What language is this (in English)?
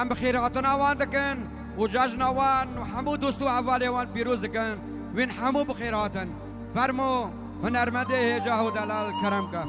Kurdish